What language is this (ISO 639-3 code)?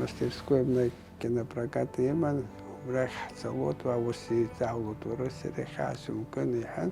abk